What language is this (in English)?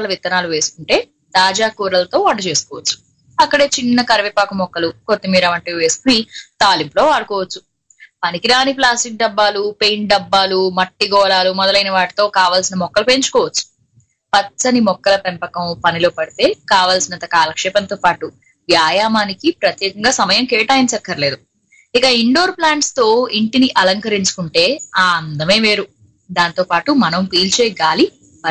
Telugu